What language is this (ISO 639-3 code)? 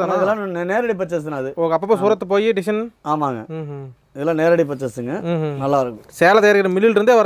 tam